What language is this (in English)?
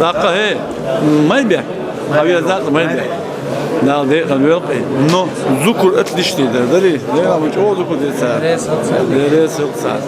Chechen